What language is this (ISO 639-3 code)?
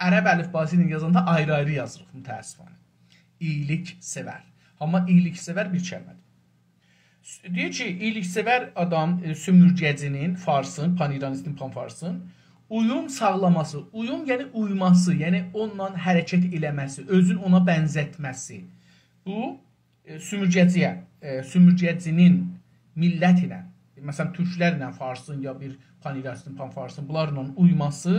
azb